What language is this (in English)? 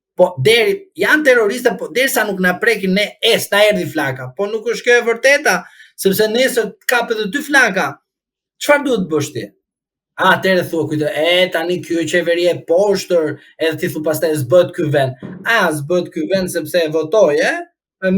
Albanian